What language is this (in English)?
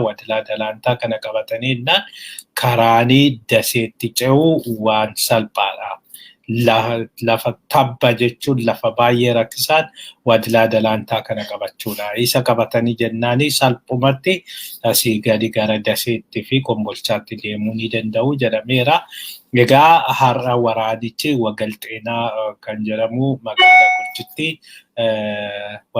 Oromo